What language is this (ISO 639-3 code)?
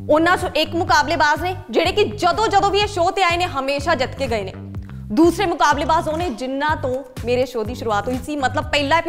pan